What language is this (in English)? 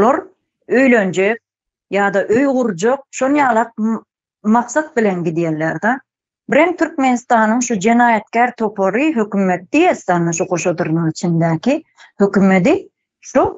Turkmen